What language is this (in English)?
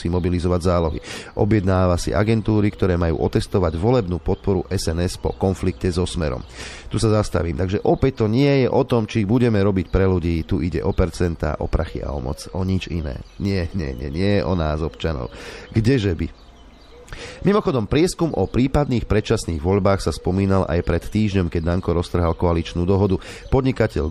Slovak